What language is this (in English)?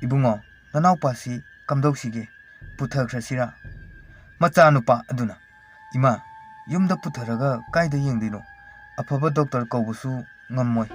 Manipuri